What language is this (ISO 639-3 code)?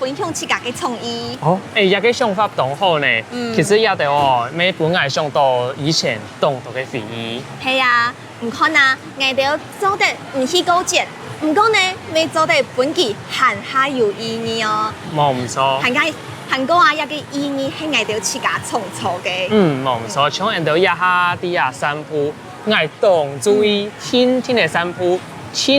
hak